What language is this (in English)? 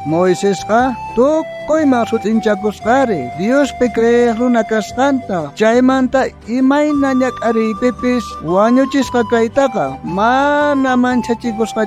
South Bolivian Quechua